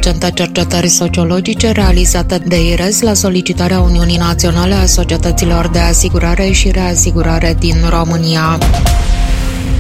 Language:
Romanian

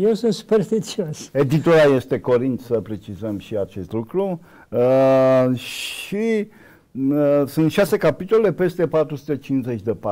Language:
Romanian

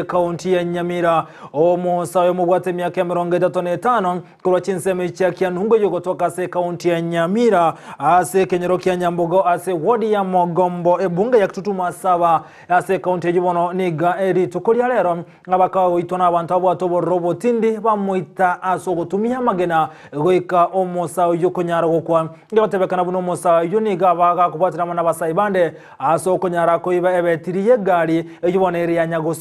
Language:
Gusii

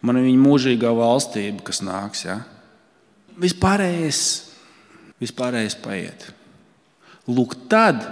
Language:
Latvian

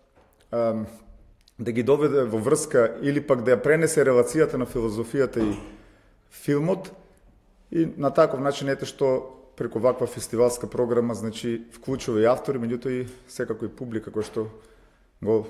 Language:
Macedonian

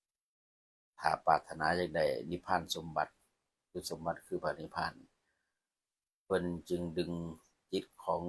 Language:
Lao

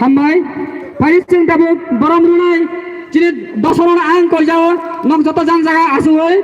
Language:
Kok Borok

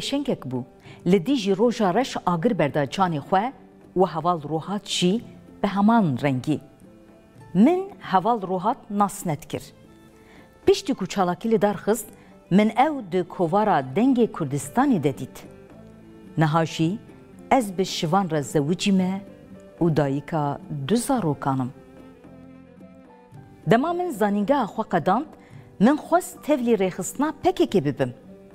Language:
Kurdish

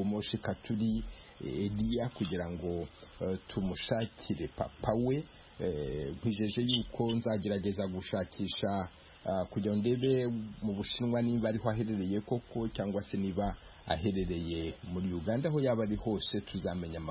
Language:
Kinyarwanda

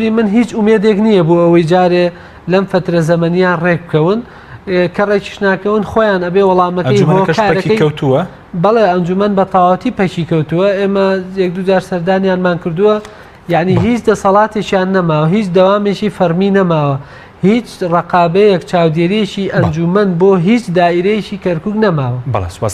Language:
Central Kurdish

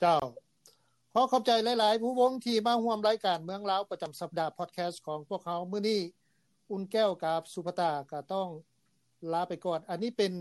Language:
Lao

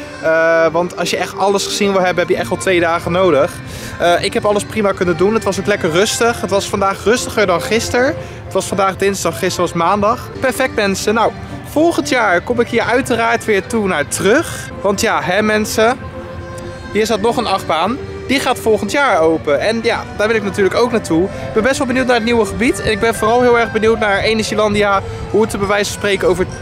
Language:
Dutch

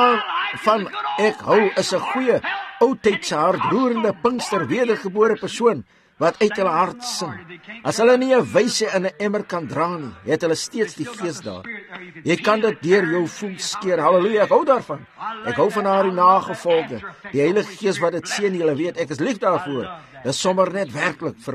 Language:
Afrikaans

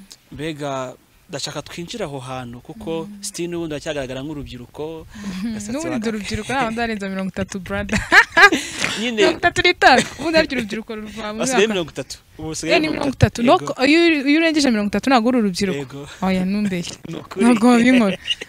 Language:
Kinyarwanda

